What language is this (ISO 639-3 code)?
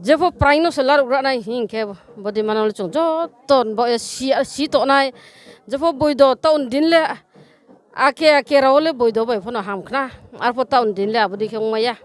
ria